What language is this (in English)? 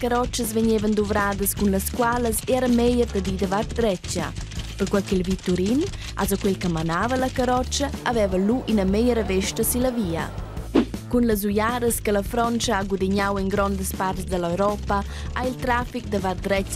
Romansh